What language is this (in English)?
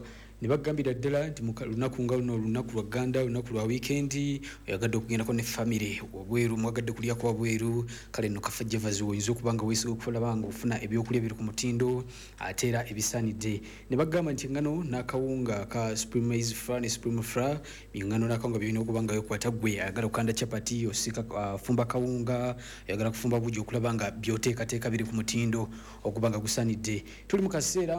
Ganda